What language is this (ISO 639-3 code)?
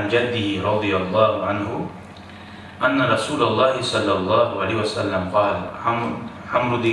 kum